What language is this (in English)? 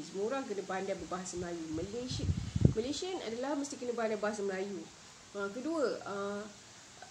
Malay